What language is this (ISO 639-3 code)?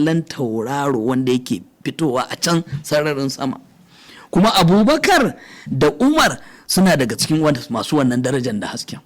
hau